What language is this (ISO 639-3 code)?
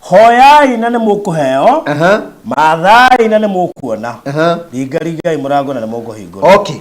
kik